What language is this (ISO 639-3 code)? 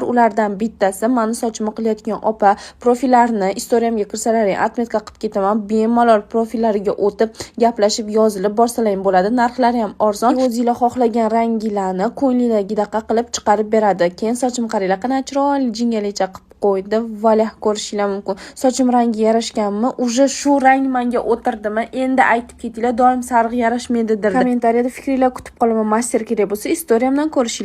uzb